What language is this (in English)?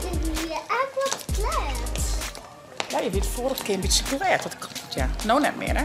Western Frisian